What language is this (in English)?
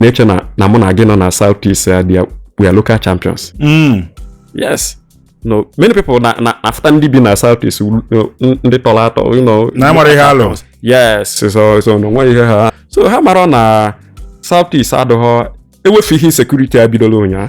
Igbo